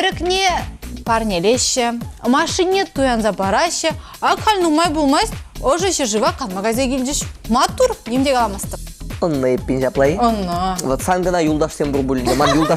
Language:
Chuvash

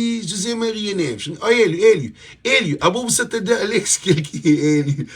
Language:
Kabuverdianu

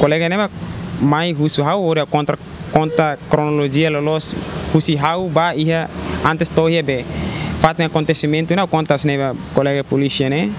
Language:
Tetum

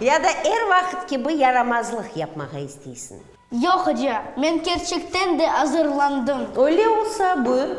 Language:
Crimean Tatar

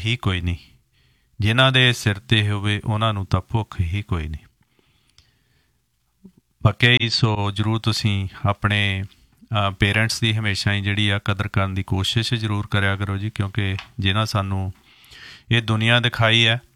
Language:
Punjabi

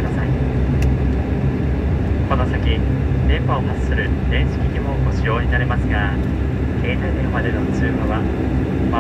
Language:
Japanese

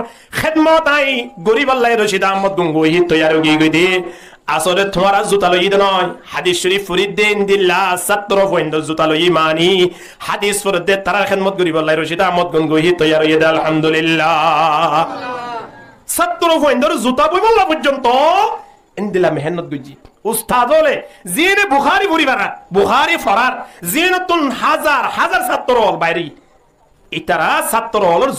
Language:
Rohingya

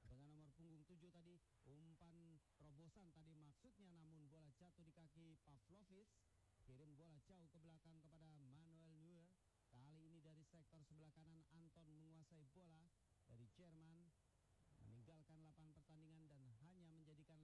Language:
Indonesian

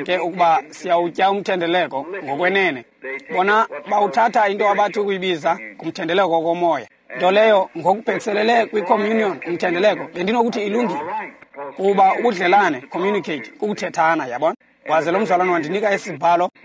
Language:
Xhosa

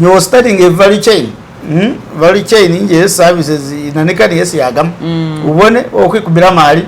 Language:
Masaaba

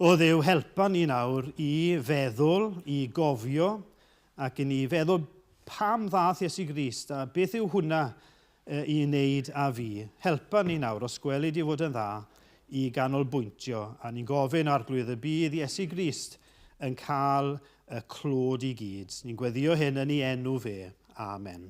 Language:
Welsh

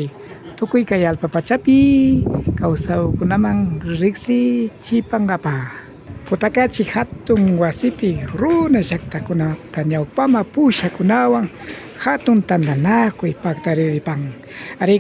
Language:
Imbabura Highland Quichua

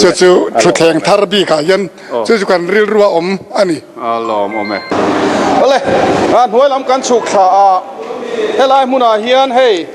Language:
Mizo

